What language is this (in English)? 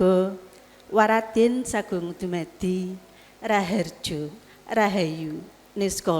Javanese